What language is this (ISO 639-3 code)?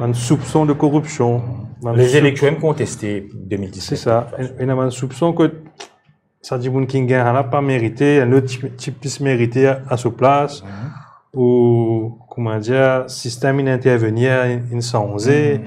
mfe